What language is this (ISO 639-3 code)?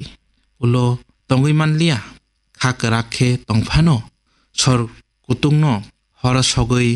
trp